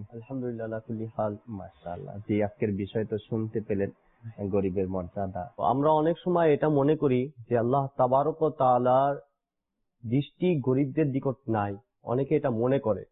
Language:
Bangla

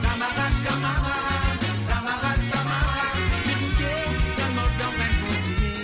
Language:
Morisyen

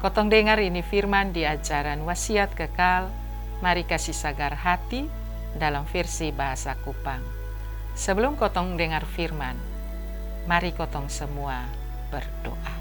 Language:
Kupang Malay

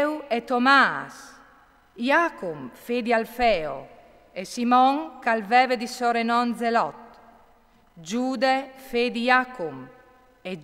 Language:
Friulian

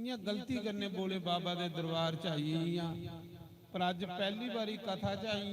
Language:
Dogri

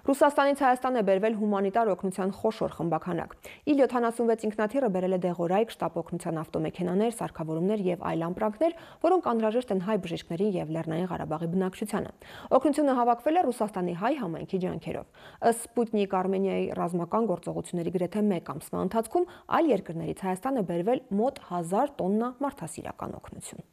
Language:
Armenian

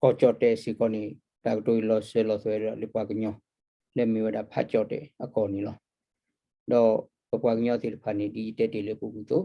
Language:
S'gaw Karen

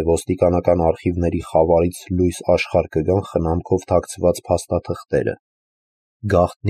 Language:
Armenian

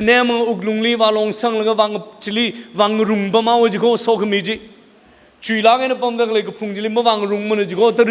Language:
Tangkhul Naga (India)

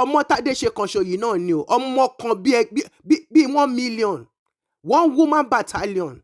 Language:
Yoruba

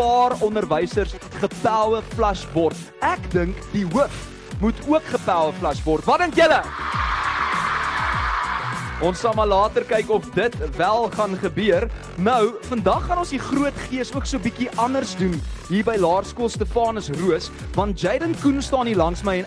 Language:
Afrikaans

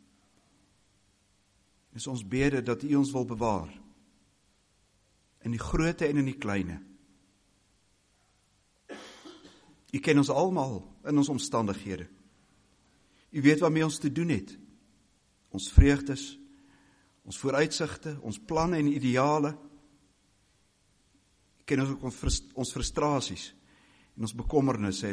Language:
Afrikaans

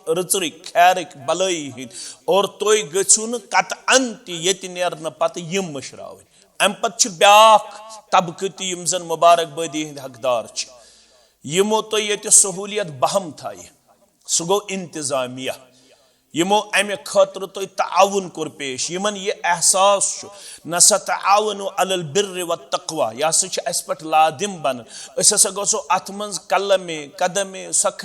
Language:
Kashmiri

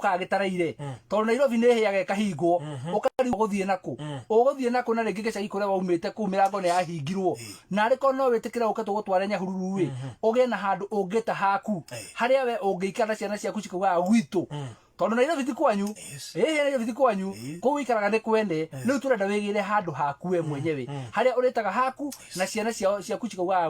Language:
Kikuyu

